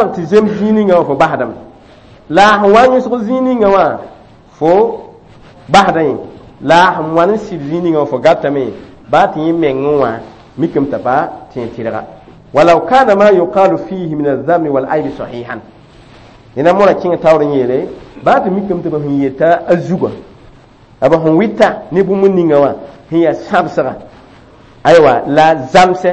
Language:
Mossi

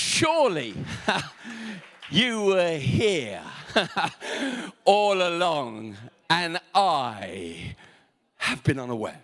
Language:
English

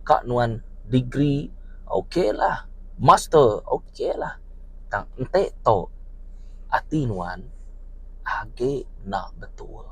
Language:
Iban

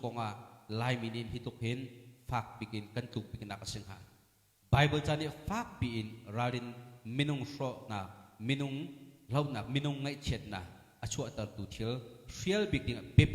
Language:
Hakha Chin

